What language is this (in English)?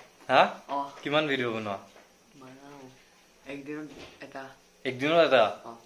Assamese